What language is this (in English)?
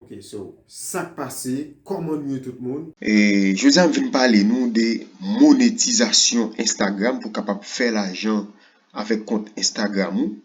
Haitian Creole